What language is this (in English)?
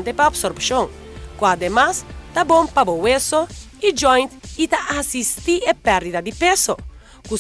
Papiamento